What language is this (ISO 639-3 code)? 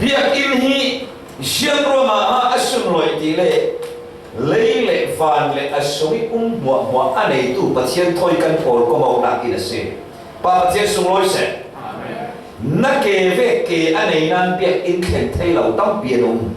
cfm